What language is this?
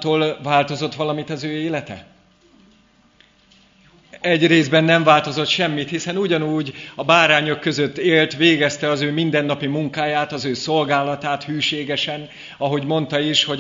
Hungarian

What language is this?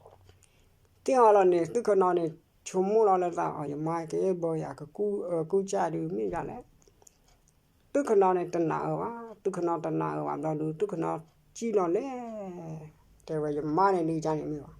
S'gaw Karen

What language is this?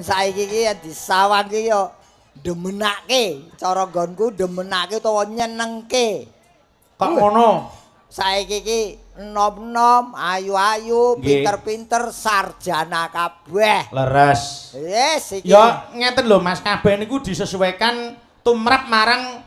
Javanese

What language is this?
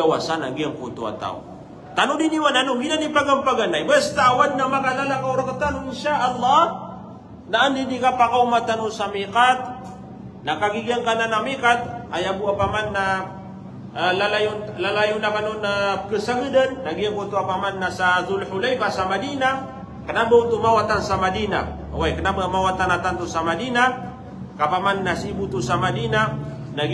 Maranao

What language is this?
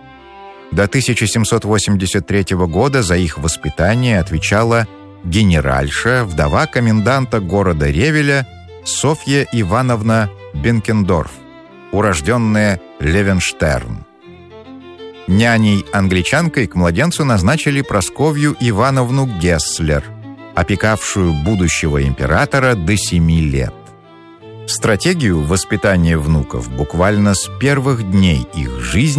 Russian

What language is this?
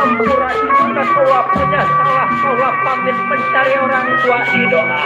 Betawi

